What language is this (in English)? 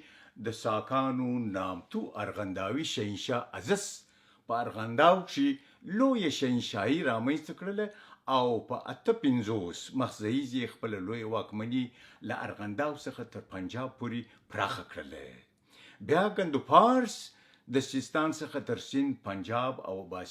Pashto